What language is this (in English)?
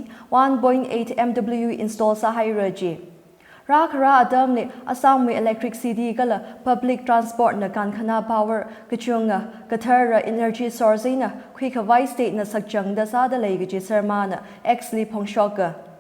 Tangkhul Naga (India)